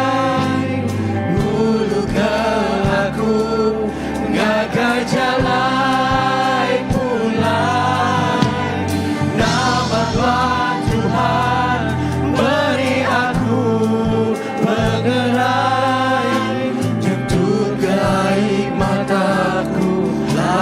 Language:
Iban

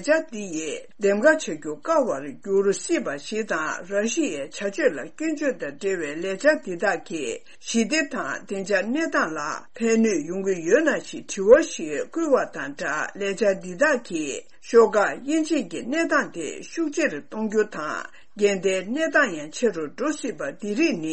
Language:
Tibetan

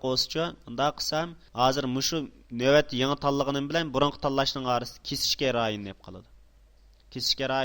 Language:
Uyghur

